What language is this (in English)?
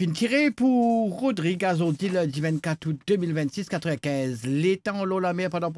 Morisyen